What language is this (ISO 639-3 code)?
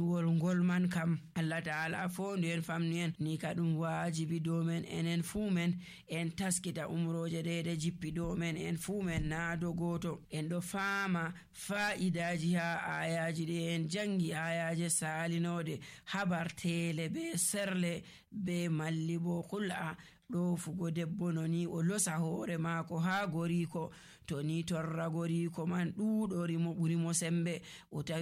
fuv